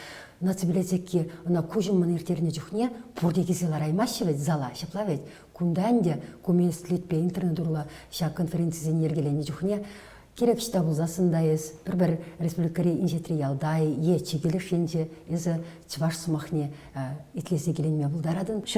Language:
Chuvash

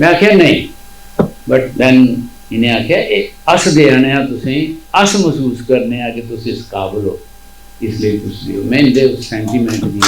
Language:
Dogri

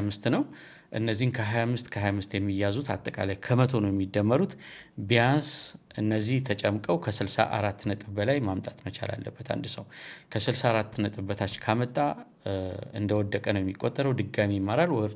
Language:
Amharic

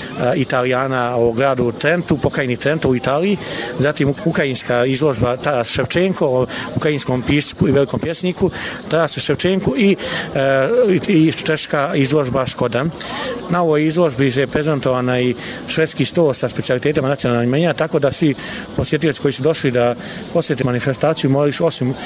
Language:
Bosnian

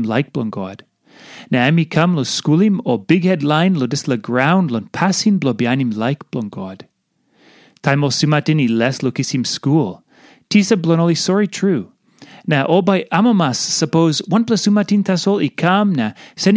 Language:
Tok Pisin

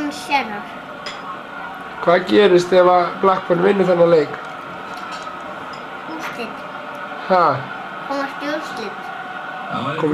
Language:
Icelandic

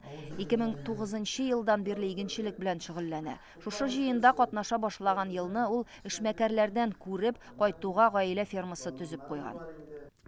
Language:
Tatar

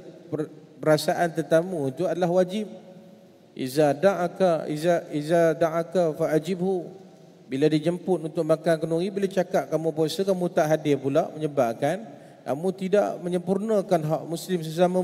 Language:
Malay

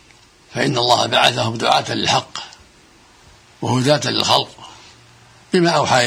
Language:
Arabic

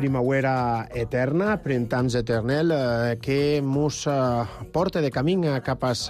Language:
Catalan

